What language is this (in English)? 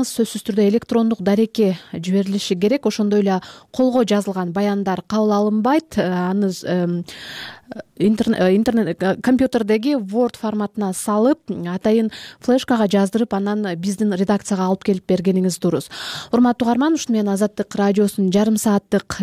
Kyrgyz